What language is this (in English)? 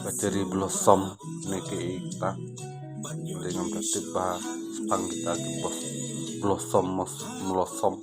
Khasi